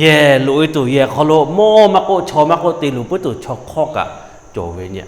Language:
Lahu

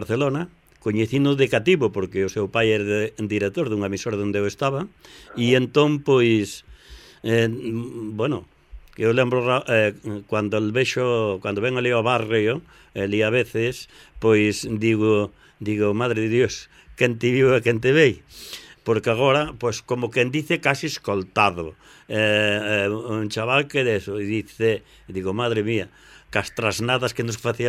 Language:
Galician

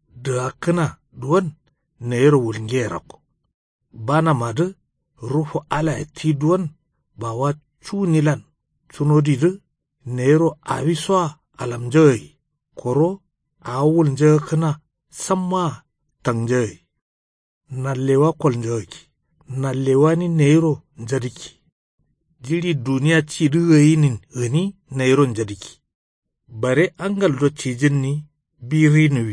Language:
Kanuri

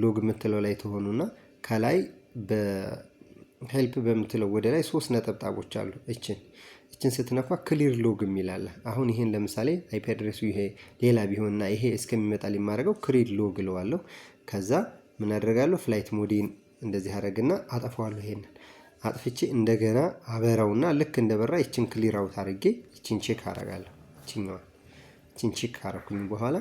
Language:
Amharic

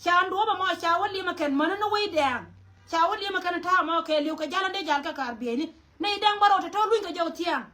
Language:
Nuer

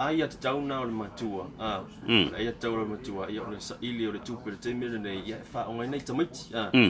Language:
Samoan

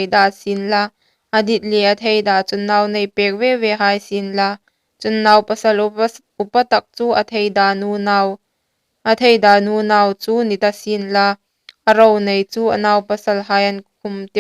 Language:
Hmar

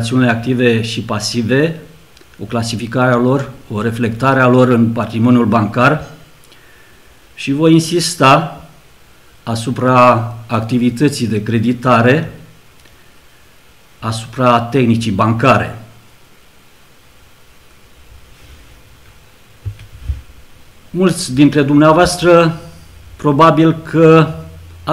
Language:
Romanian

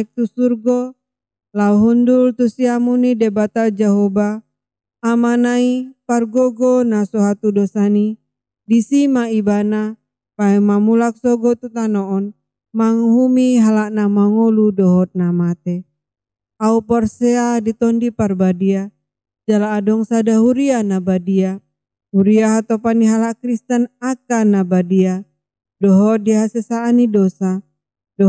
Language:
Batak Toba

